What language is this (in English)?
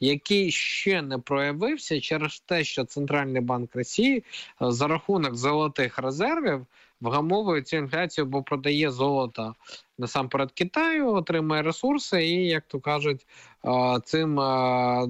Ukrainian